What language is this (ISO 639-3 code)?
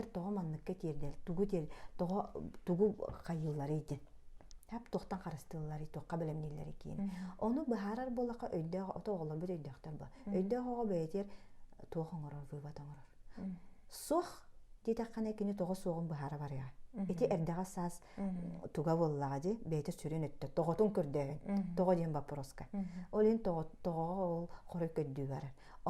sah